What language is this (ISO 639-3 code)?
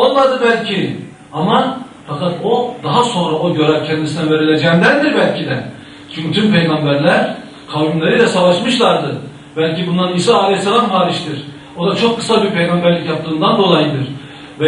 tur